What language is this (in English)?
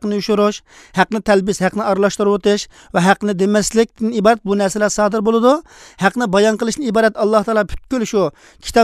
Uyghur